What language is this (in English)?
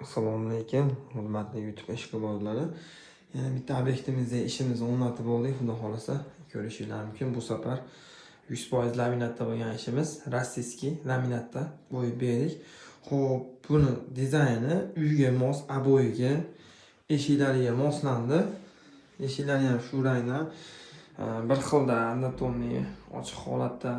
Uzbek